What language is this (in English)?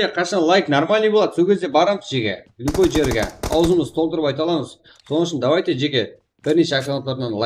Kara-Kalpak